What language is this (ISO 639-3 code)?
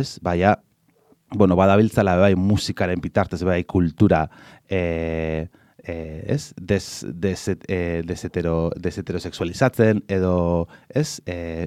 eus